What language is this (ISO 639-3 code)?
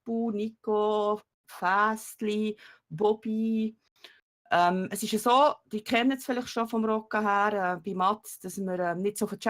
gsw